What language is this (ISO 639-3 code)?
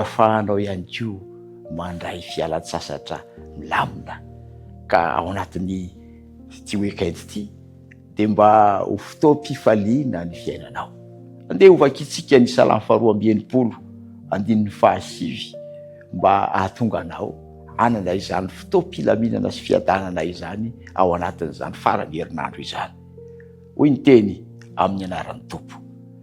mlg